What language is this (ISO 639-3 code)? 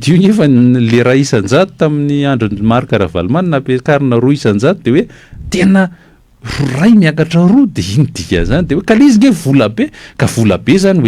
mlg